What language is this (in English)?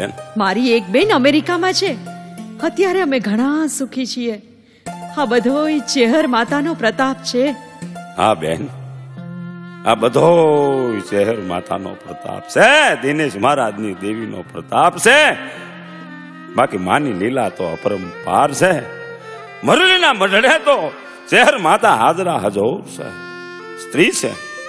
Gujarati